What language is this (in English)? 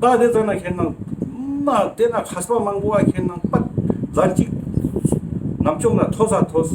Ladakhi